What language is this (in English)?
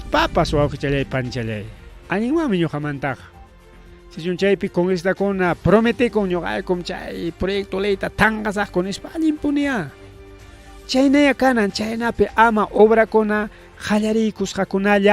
Ayacucho Quechua